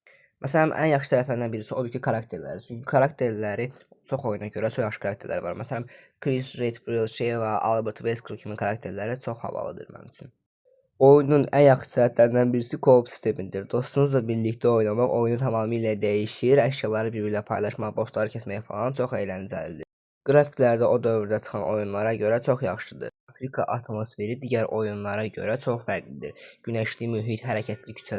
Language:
Azerbaijani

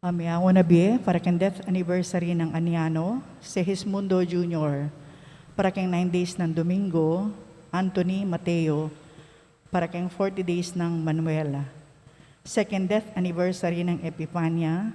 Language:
Pampanga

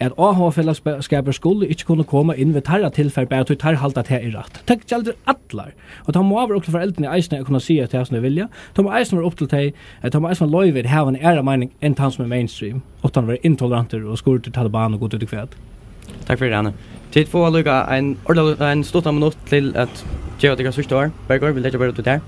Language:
Faroese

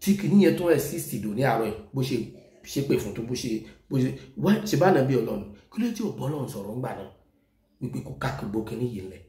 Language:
Yoruba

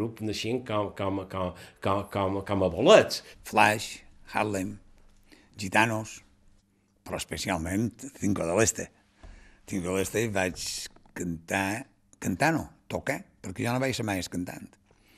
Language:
Catalan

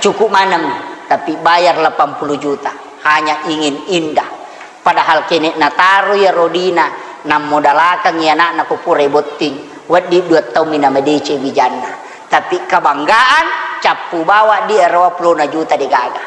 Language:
Buginese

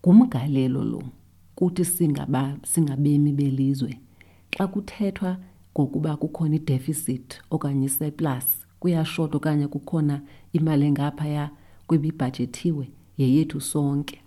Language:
Xhosa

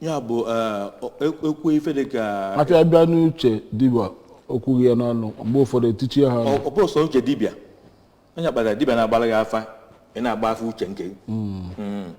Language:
Igbo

